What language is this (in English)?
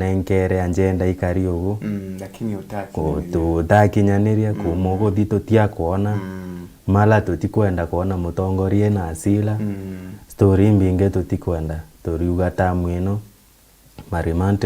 Meru